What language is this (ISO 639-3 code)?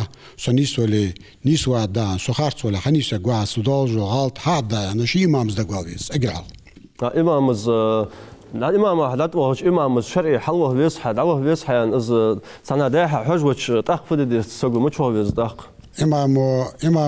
inh